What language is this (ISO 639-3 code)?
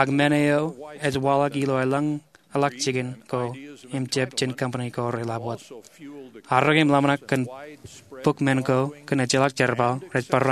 mah